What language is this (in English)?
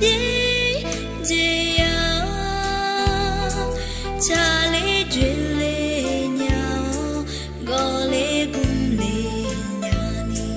Akha